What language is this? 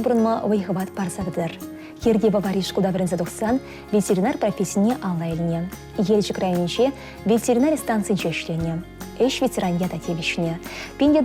Chuvash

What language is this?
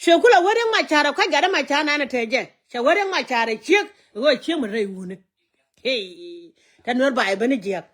Nuer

